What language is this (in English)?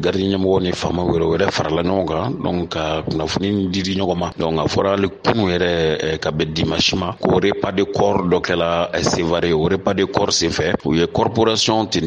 Bambara